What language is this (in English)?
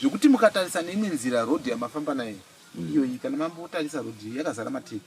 Shona